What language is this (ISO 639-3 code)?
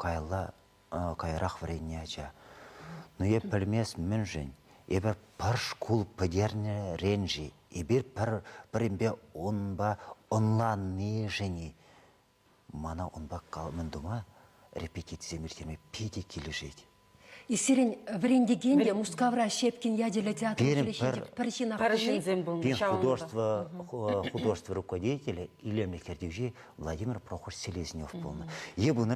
chv